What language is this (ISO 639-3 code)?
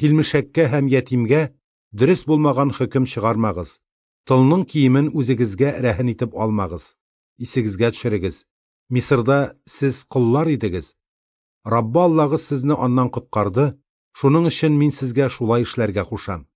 tat